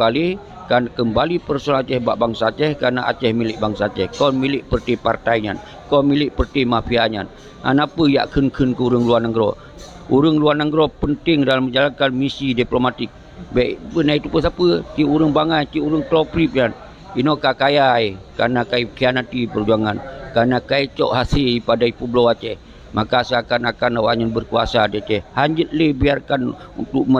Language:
Achinese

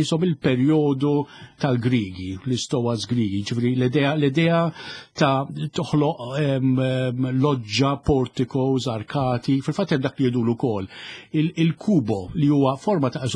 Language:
Maltese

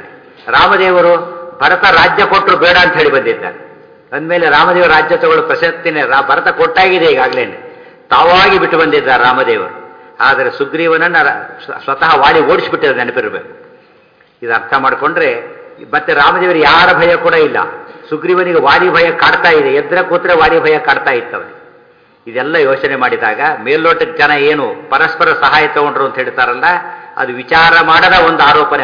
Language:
Kannada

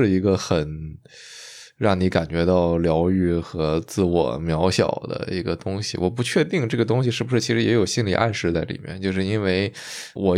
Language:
Chinese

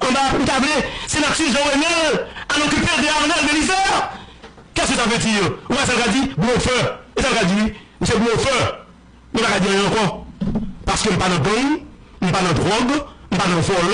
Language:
Haitian Creole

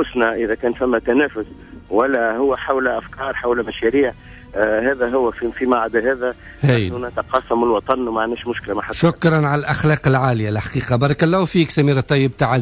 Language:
Tunisian Arabic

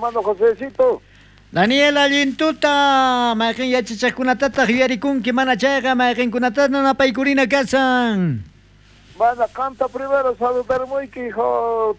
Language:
South Bolivian Quechua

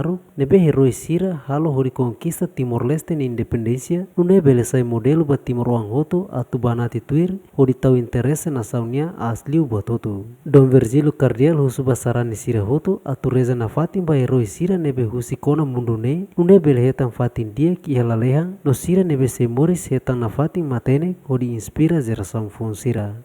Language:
Tetum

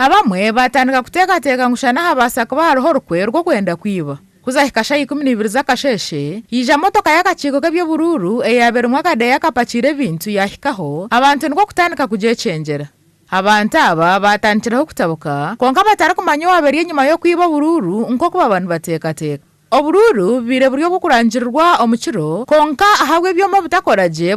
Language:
Nyankole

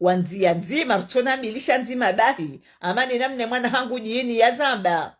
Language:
Ngazidja Comorian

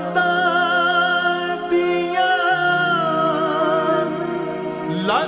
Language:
Hindi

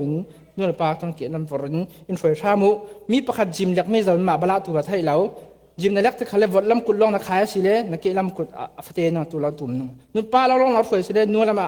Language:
Falam Chin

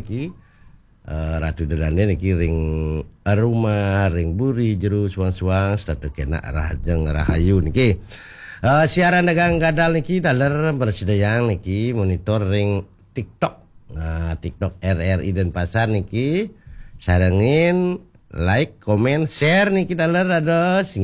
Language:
Balinese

